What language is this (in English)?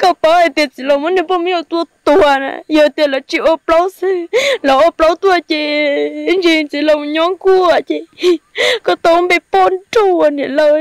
Hmong